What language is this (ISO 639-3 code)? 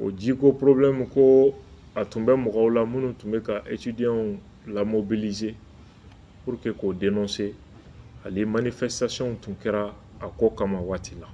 bam